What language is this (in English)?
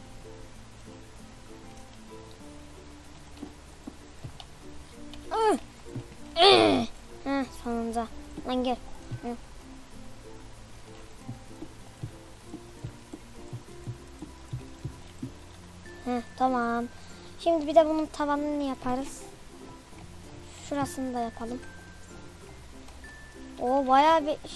Turkish